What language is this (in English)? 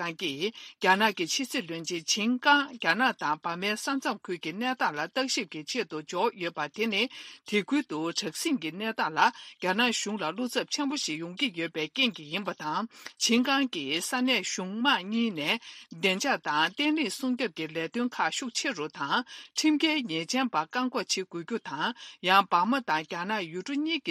Tibetan